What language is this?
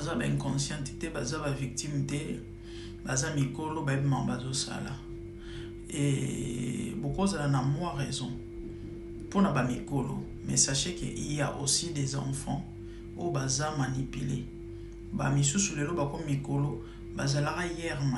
Lingala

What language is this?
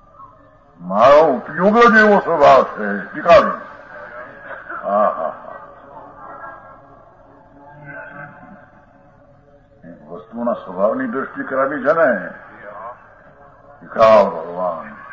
Gujarati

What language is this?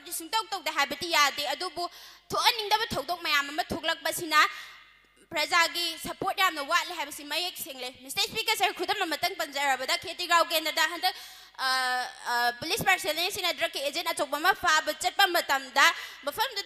Manipuri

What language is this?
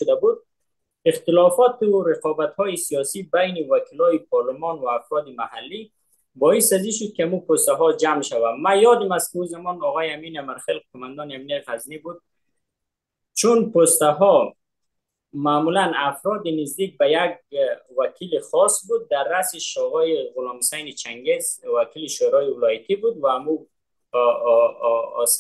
Persian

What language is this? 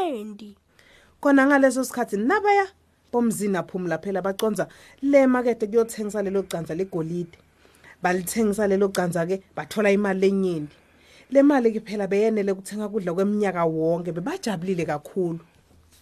Swati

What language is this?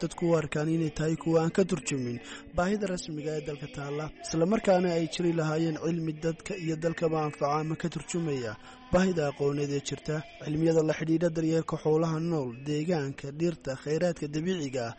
Somali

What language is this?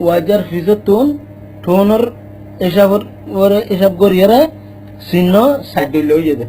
Rohingya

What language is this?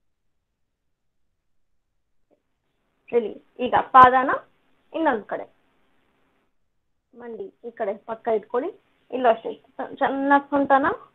Kannada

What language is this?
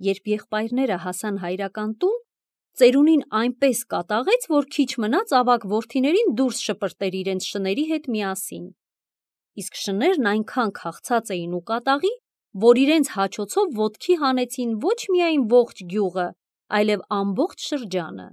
Armenian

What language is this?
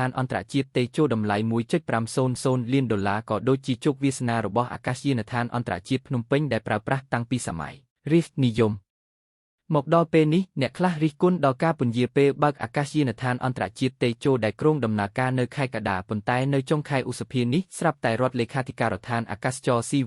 Khmer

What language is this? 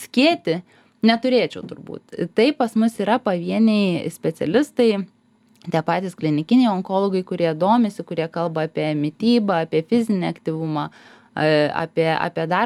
Lithuanian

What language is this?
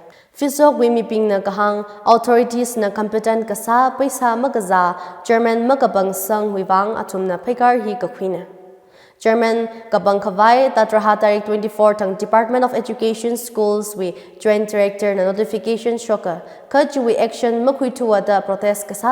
Tangkhul Naga (India)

